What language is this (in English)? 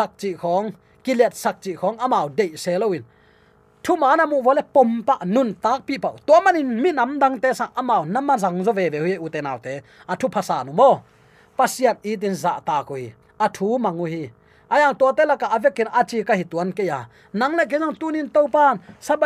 Tedim Chin